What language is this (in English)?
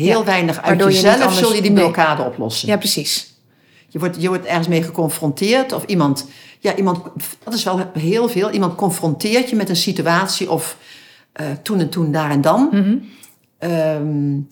Dutch